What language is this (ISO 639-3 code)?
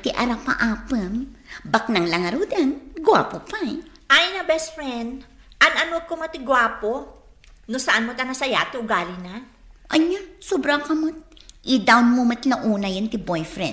ilo